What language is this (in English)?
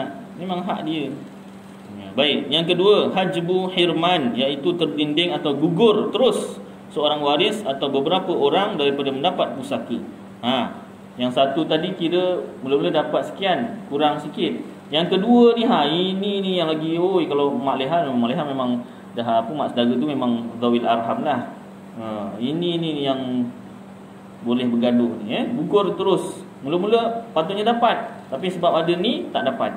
Malay